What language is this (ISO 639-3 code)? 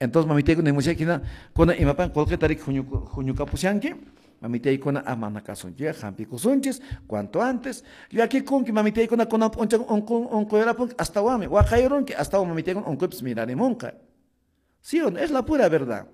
que